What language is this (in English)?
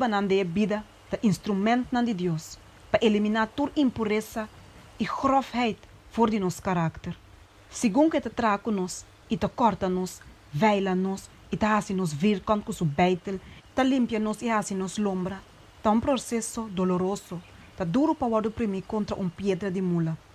Papiamento